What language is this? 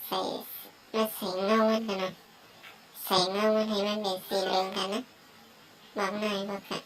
Shan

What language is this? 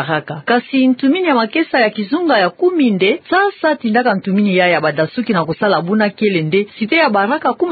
Kituba (Democratic Republic of Congo)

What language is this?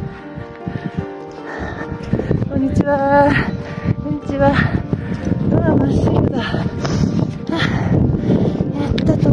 Japanese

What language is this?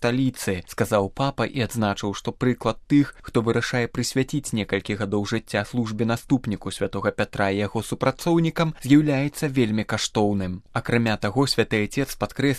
Belarusian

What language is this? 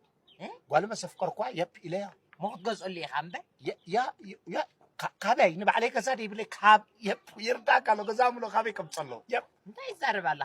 Tigrinya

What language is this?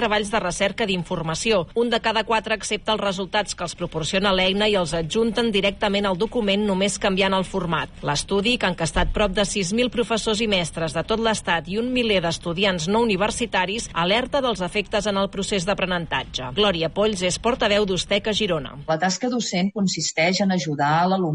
Catalan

